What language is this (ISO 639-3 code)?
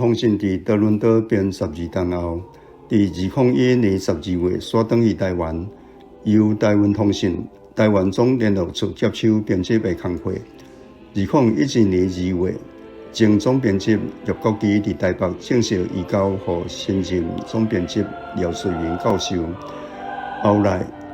nan